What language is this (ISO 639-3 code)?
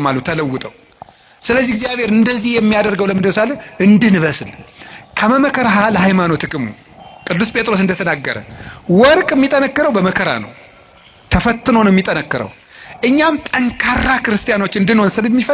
amh